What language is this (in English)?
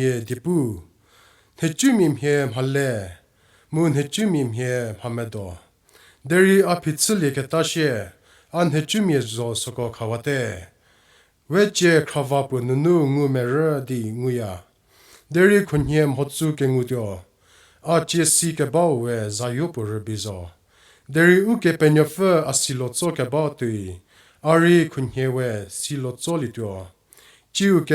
Angami Naga